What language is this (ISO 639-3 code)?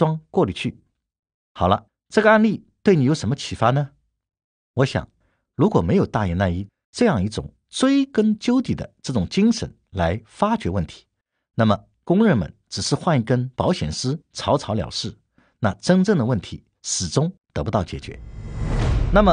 zho